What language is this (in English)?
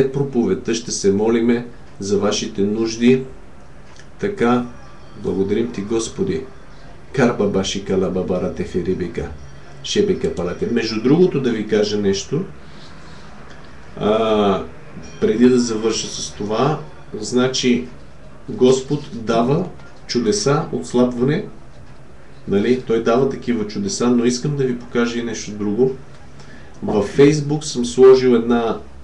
Bulgarian